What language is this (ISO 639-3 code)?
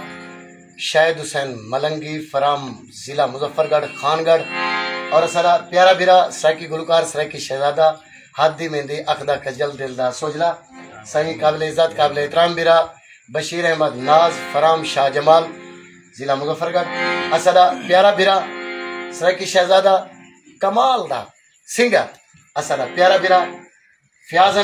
skr